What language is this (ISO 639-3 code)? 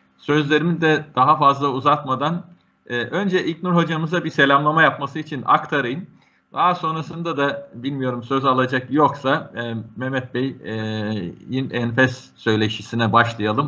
tur